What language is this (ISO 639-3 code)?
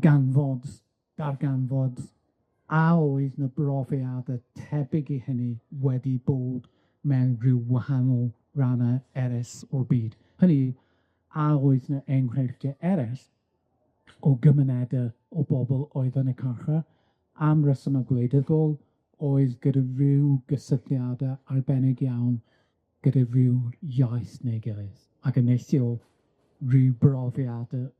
cym